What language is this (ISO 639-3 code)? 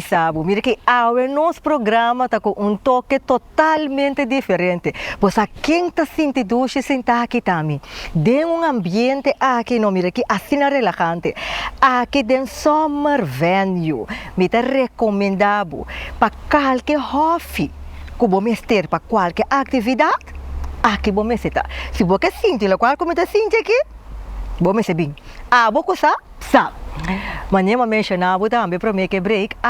pap